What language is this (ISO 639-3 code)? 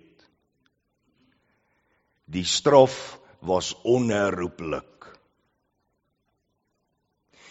afr